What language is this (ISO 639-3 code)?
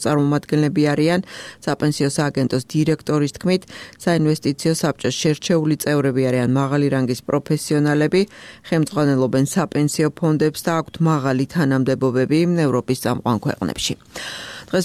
kat